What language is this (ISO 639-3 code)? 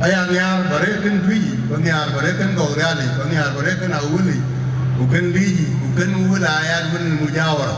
din